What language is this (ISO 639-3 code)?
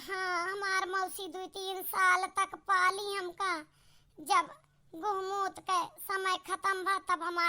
awa